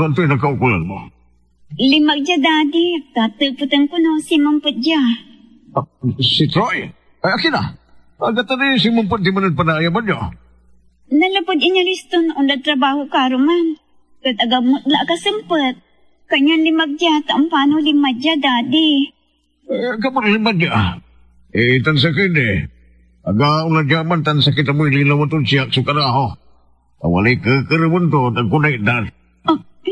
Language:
Pangasinan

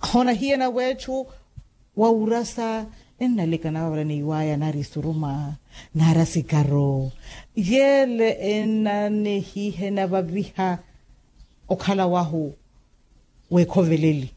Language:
Makhuwa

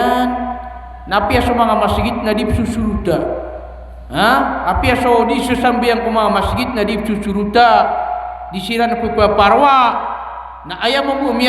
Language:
Maranao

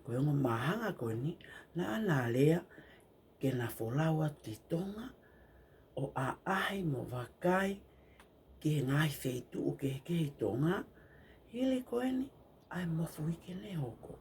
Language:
Tongan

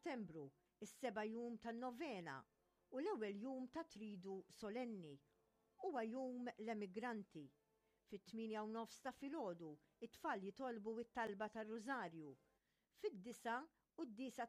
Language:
Maltese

